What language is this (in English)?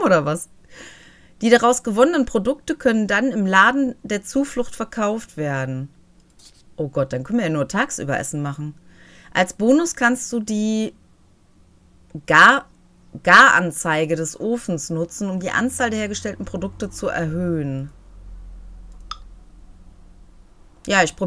German